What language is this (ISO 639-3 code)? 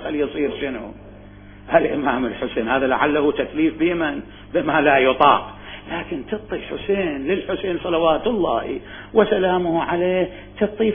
acm